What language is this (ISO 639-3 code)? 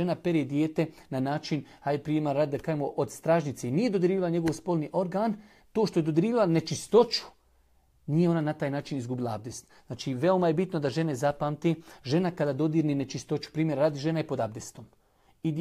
bos